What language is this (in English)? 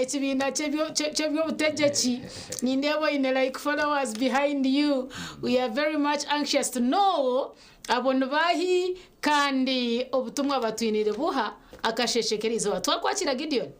Nyankole